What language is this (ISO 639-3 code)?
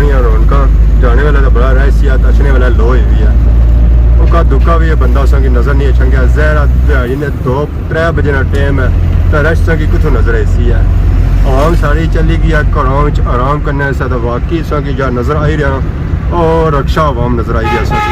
phr